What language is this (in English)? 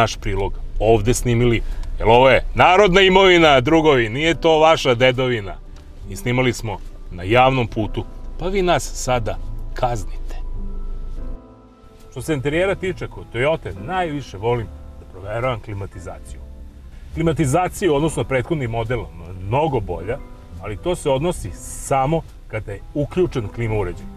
Serbian